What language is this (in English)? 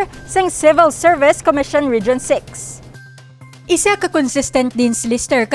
Hiligaynon